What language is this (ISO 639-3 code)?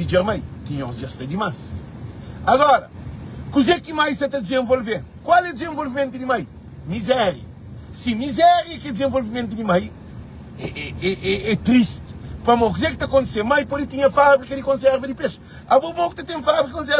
kea